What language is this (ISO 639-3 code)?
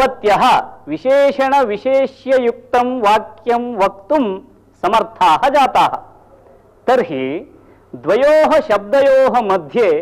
san